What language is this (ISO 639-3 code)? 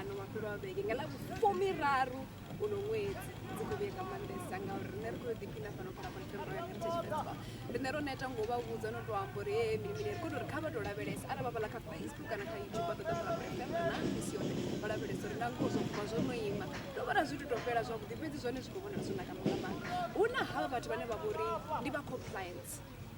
ven